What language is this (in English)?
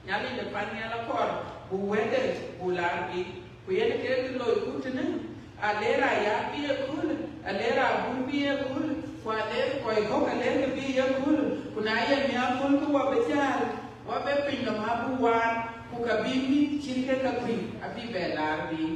Dinka